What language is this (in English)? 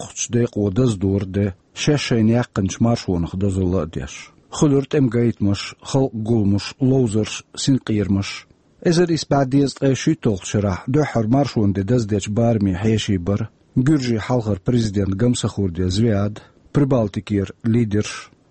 Chechen